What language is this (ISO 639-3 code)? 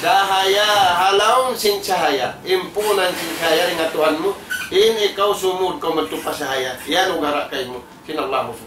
tsg